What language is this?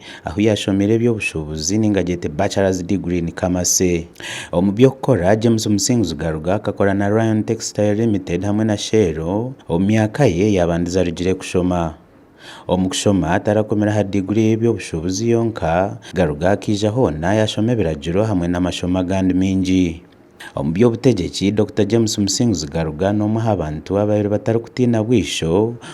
Nyankole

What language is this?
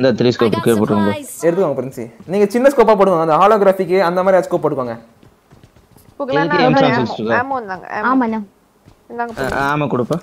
Tamil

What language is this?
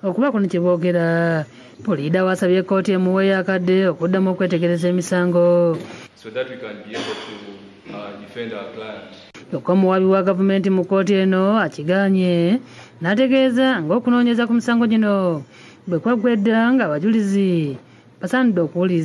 Ganda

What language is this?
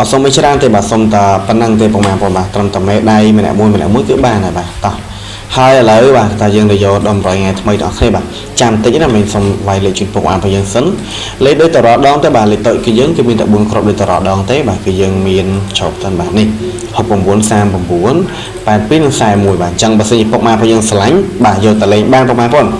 Khmer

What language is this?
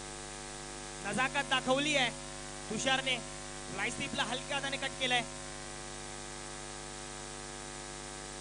Marathi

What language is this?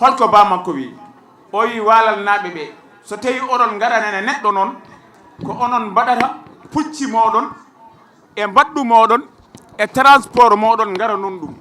Fula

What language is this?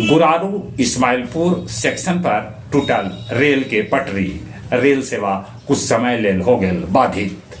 Magahi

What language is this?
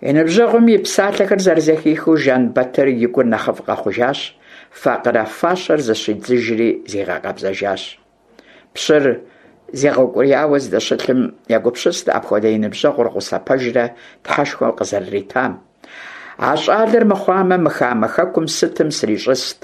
Kabardian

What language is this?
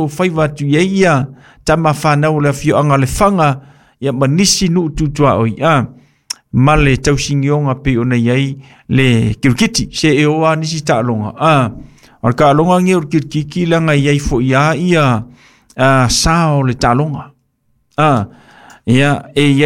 Samoan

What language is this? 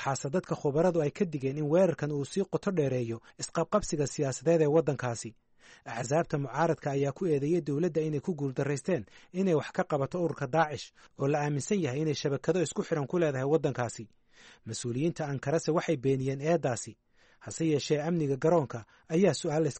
Somali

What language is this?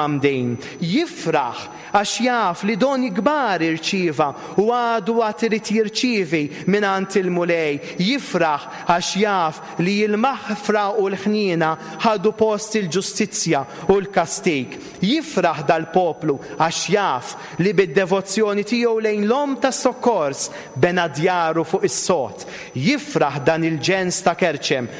Maltese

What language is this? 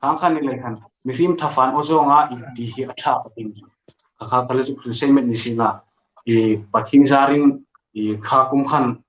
Hmar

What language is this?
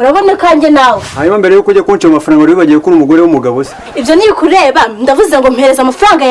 Kinyarwanda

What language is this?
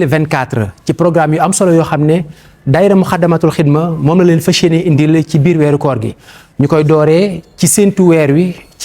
Wolof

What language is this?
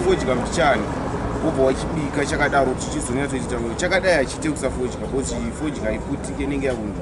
Shona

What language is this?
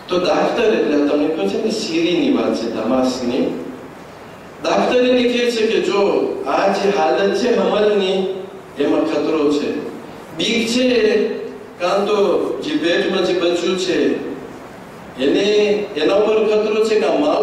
Gujarati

